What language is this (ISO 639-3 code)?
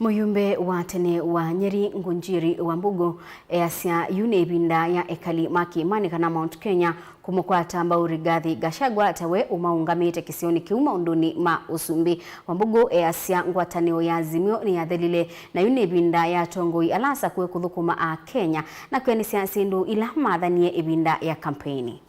kam